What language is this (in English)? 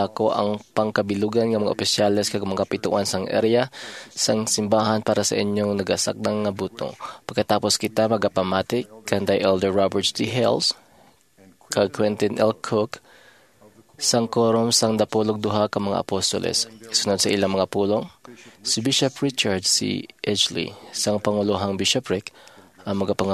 Hiligaynon